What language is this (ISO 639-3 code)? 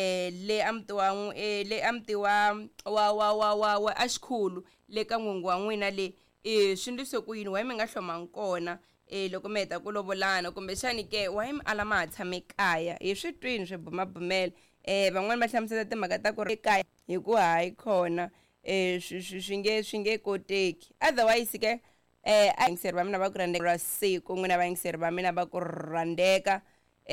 tso